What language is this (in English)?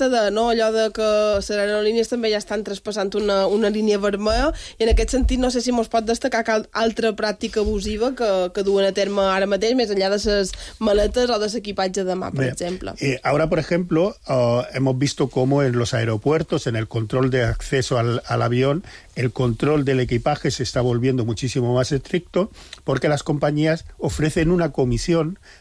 Catalan